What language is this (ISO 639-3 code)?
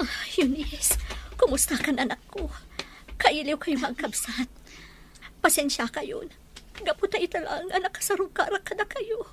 ilo